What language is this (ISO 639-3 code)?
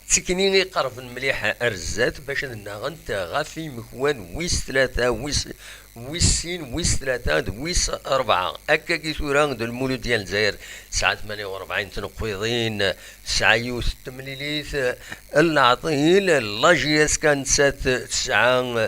kab